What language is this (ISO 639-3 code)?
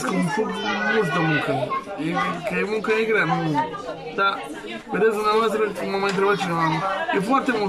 ron